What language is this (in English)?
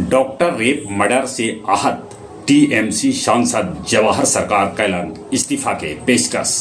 Magahi